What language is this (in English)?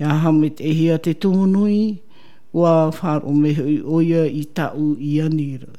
Tahitian